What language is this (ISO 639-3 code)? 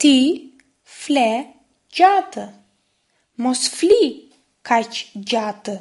sqi